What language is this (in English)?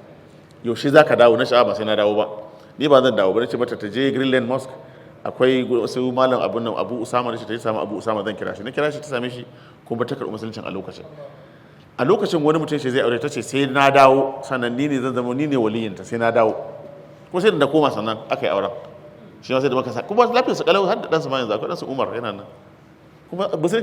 Hausa